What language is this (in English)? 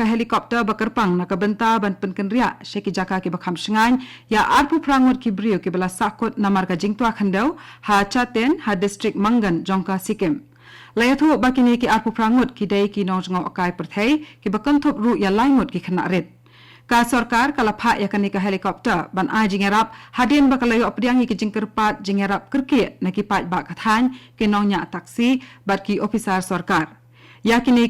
Khasi